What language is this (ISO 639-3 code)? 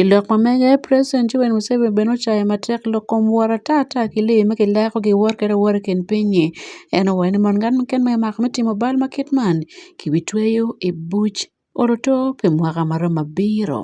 ach